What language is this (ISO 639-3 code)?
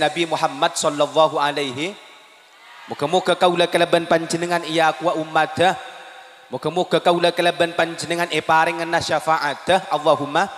mad